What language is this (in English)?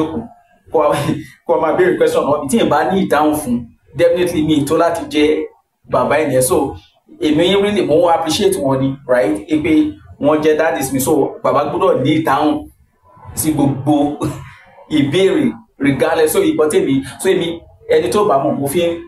Yoruba